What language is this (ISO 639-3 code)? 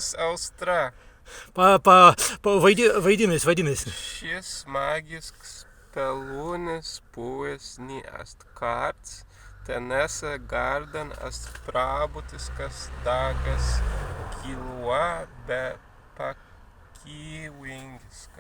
prg